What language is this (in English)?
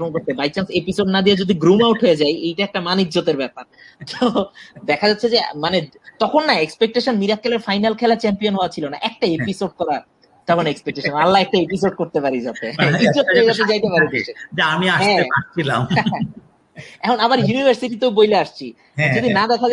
Bangla